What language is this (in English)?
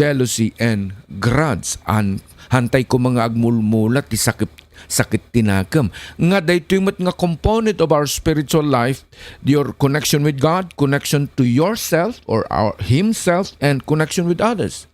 Iloko